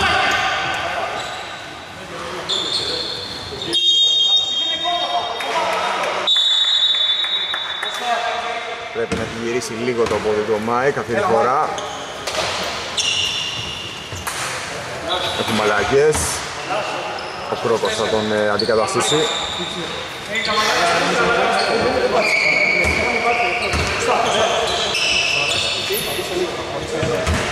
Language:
Greek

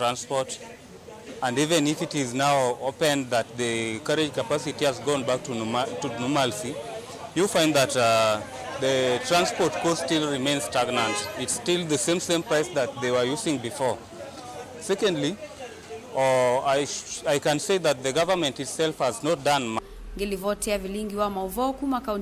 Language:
Kamba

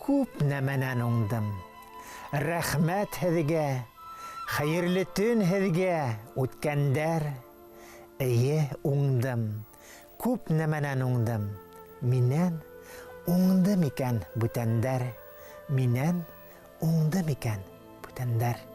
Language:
Bashkir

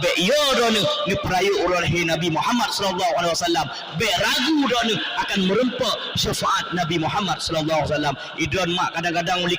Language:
Achinese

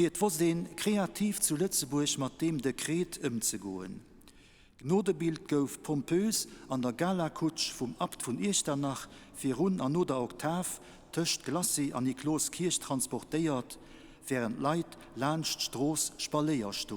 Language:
Luxembourgish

